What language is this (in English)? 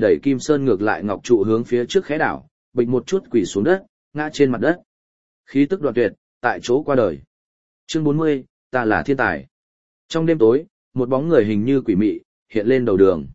Vietnamese